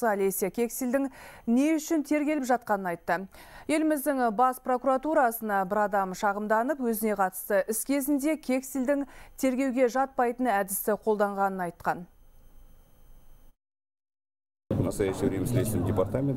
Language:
Kazakh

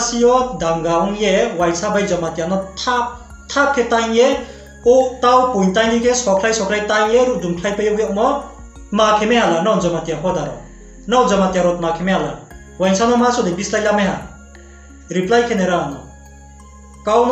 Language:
Riang (India)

